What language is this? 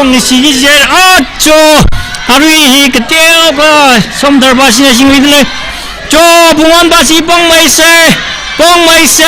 Tangkhul Naga (India)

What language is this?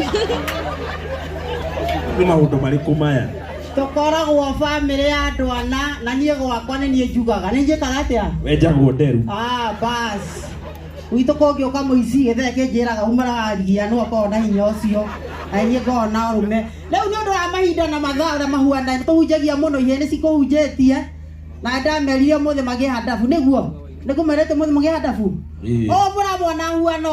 Kikuyu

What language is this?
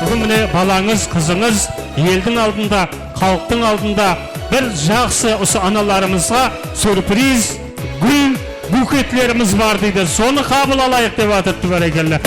Kara-Kalpak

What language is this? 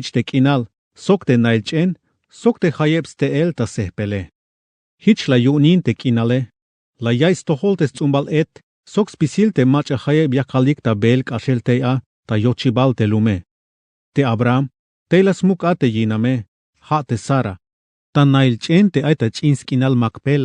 Tzeltal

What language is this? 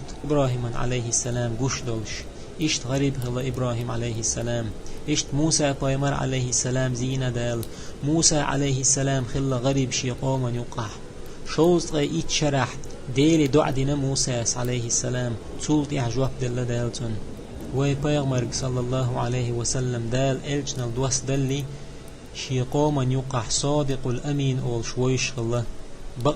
Chechen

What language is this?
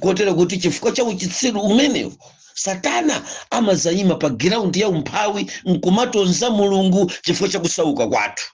Nyanja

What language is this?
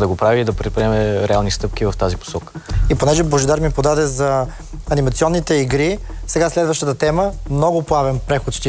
Bulgarian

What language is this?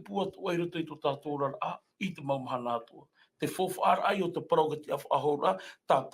Tahitian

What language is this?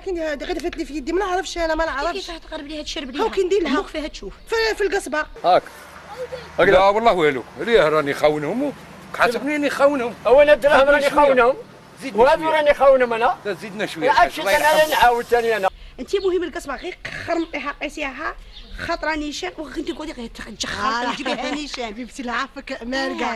Algerian Arabic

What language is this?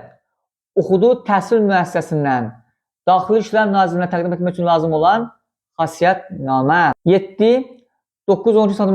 Azerbaijani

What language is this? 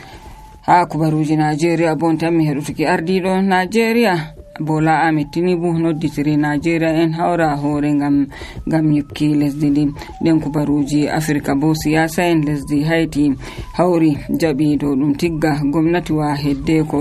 Nigerian Fulfulde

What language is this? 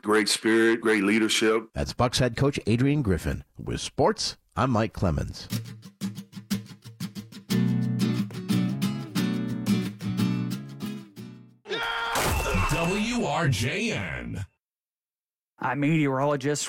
English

